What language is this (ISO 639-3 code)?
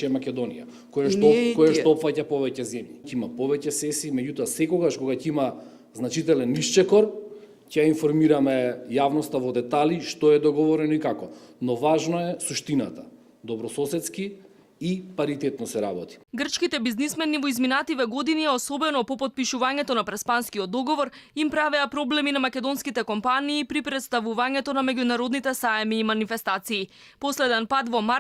mkd